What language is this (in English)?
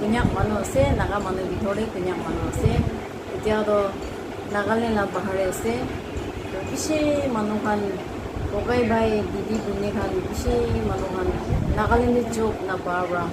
Naga Pidgin